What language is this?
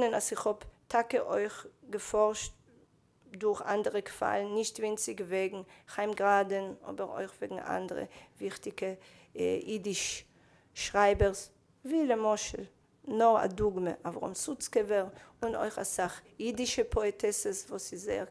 Yiddish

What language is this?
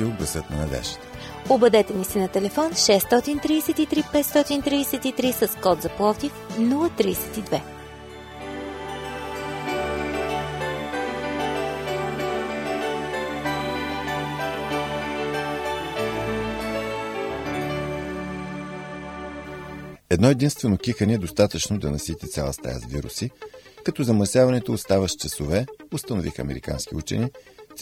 Bulgarian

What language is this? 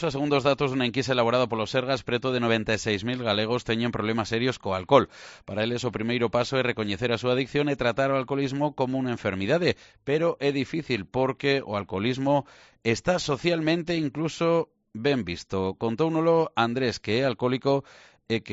Galician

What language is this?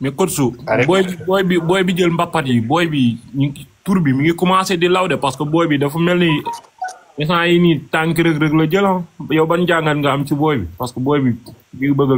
Wolof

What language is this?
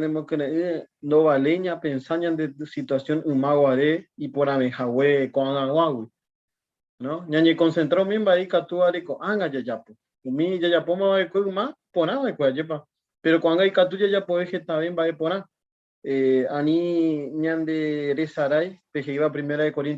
Guarani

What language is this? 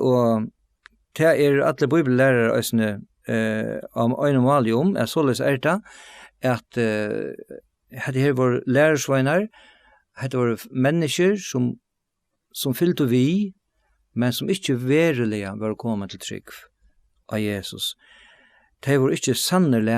Faroese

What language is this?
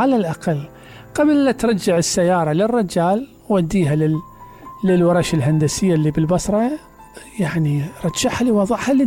Mesopotamian Arabic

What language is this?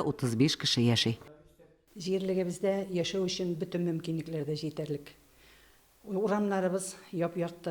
Tatar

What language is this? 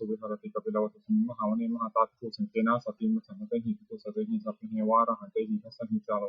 Pali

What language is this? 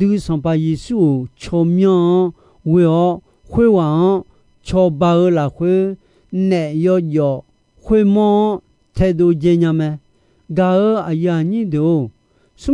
Akha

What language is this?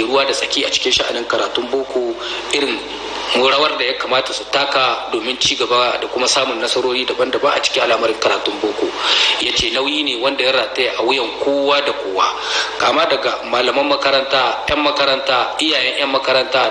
Hausa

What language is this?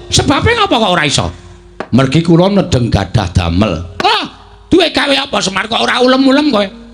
Javanese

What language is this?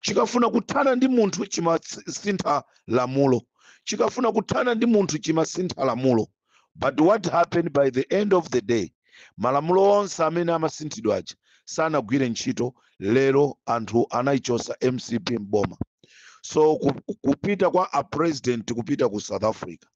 Nyanja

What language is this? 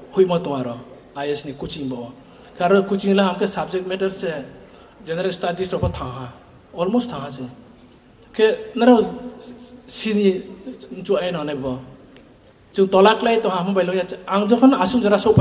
Riang (India)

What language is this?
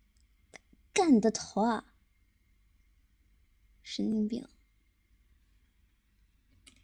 Chinese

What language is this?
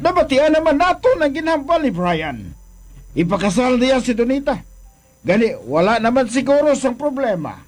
Hiligaynon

